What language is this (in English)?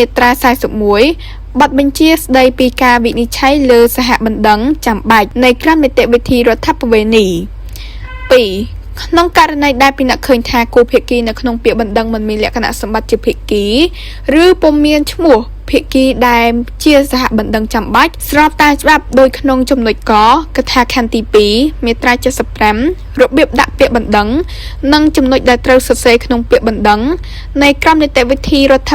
Khmer